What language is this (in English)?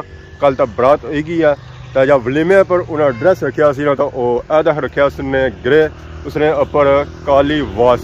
Pahari-Potwari